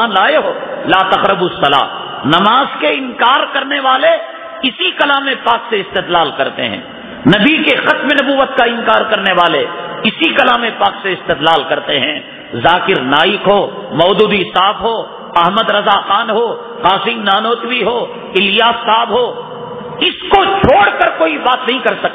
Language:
Urdu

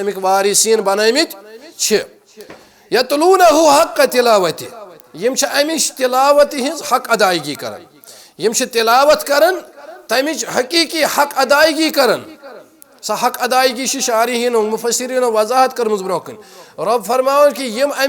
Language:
Kashmiri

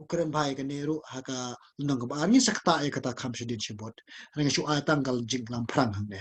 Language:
Khasi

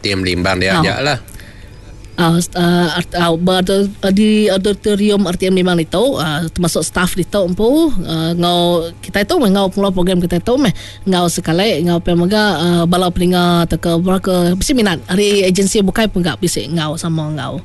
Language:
Iban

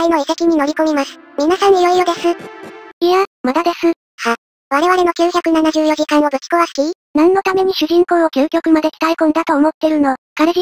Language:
Japanese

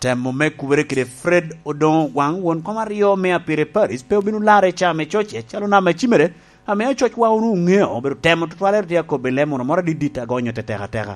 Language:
Lango (Uganda)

